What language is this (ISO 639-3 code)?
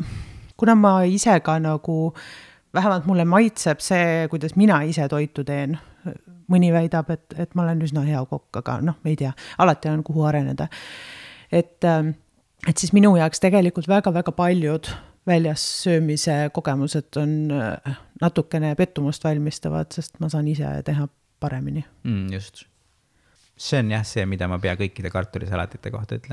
est